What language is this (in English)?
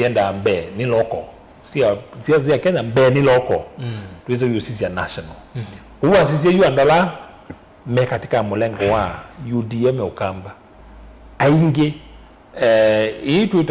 Kamba